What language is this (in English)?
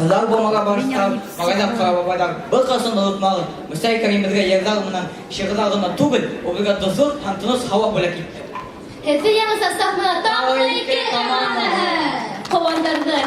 Bashkir